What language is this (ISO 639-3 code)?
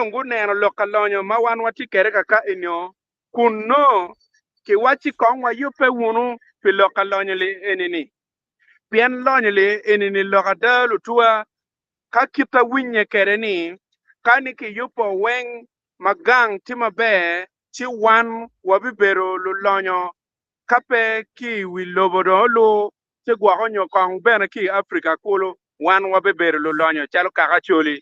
ach